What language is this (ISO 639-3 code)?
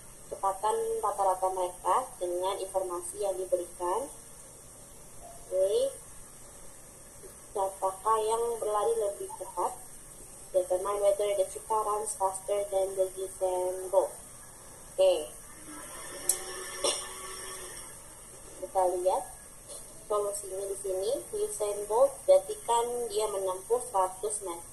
ind